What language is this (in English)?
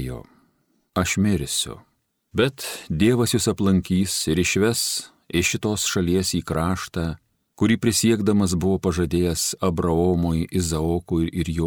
Lithuanian